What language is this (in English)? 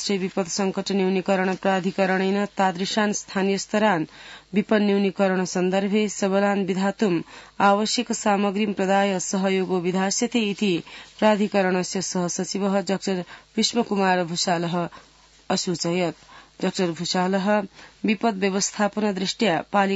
Sanskrit